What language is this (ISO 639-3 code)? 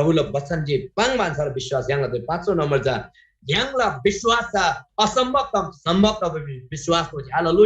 taj